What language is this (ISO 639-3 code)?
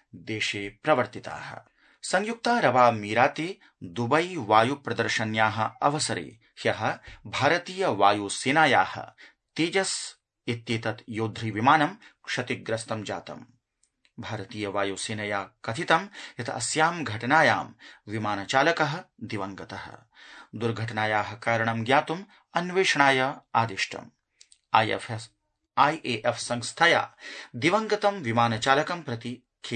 san